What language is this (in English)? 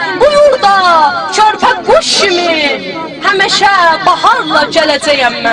South Azerbaijani